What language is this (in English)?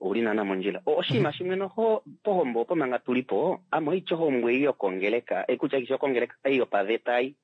Kuanyama